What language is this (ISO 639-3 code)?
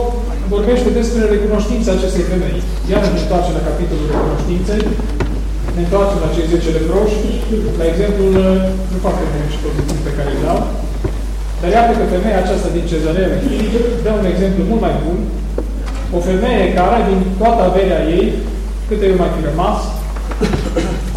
ron